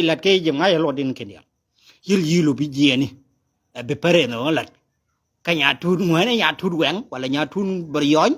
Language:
Nuer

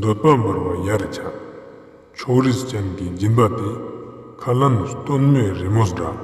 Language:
Ladakhi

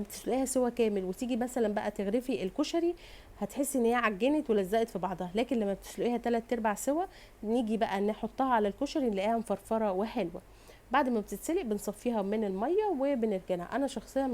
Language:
Egyptian Arabic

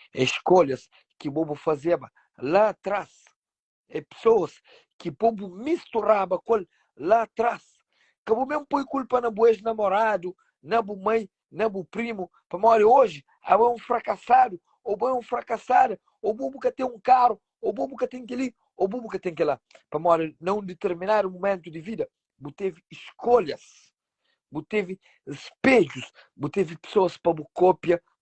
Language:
Kabuverdianu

